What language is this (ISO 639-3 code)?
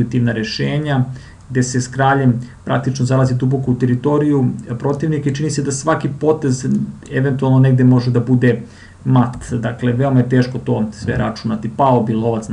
srp